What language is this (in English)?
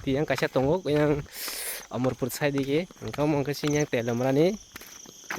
Kok Borok